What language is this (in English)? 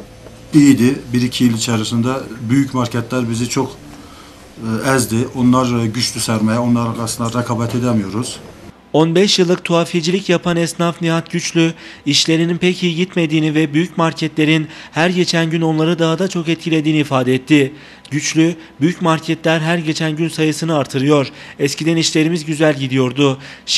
Turkish